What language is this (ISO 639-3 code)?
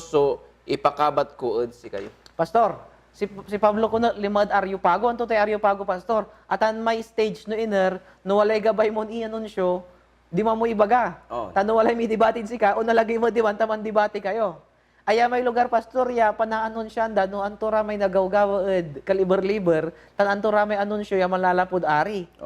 pag